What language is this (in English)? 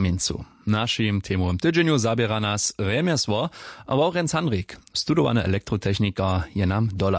Upper Sorbian